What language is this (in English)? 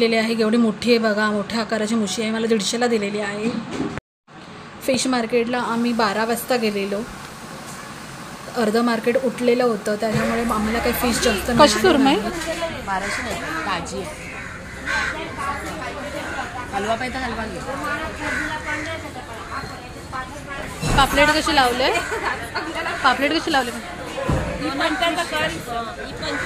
Marathi